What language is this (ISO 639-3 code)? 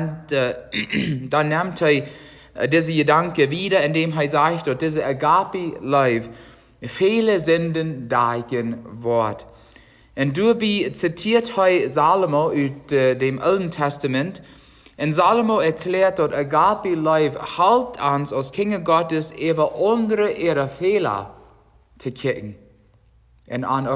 pdt